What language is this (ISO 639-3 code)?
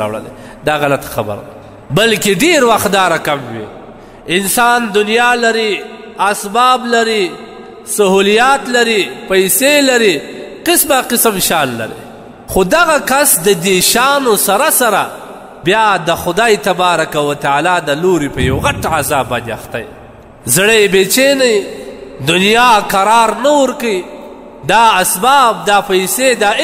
pus